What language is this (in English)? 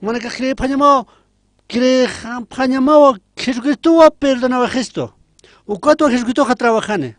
Aymara